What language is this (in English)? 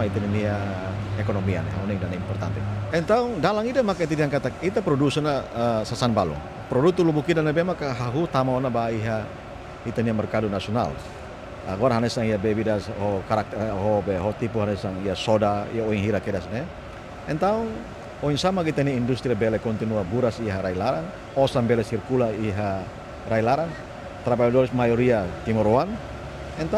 Tetum